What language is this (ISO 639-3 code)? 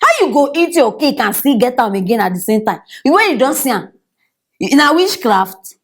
pcm